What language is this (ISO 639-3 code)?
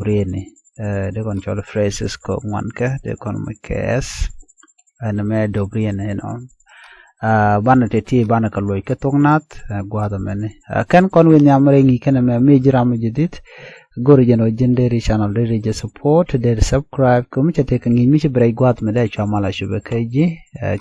nus